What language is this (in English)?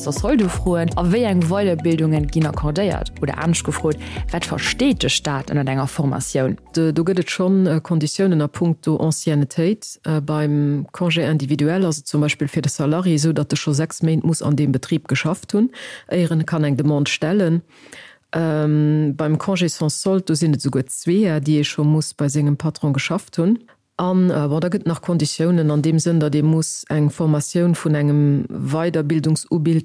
Luxembourgish